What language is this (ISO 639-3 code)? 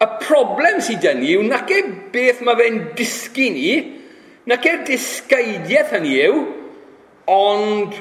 cym